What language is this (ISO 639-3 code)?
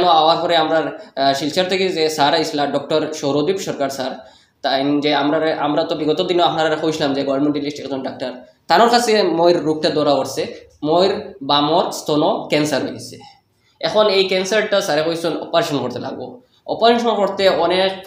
syl